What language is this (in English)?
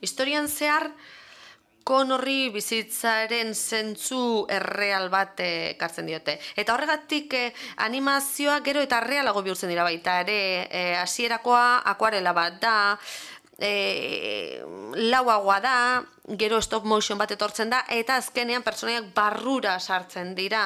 Basque